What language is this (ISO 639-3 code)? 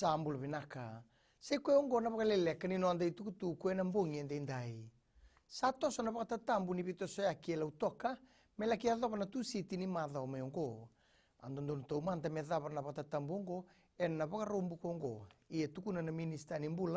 fij